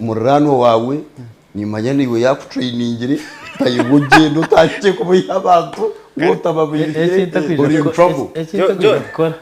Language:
Nyankole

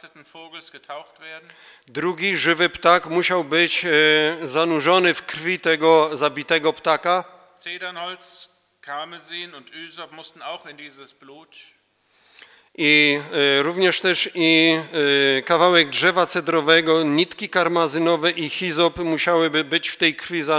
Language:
Polish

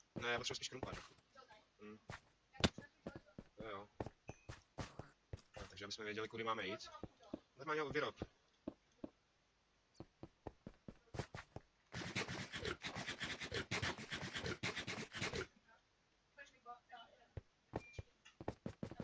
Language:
Czech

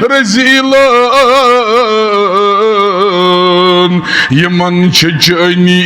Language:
Kashmiri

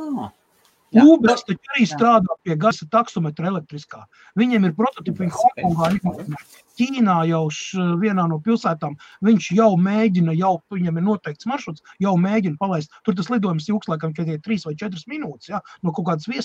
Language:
Latvian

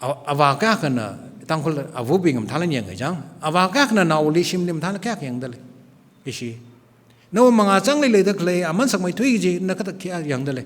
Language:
Tangkhul Naga (India)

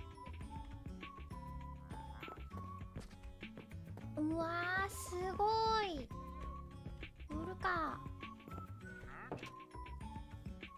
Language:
Japanese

